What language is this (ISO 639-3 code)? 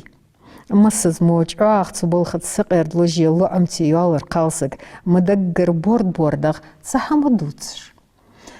inh